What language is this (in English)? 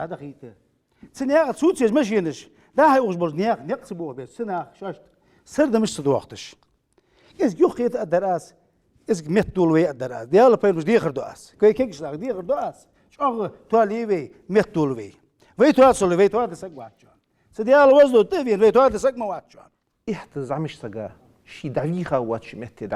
Ingush